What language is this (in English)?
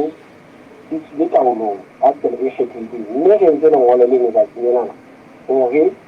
Southern Sotho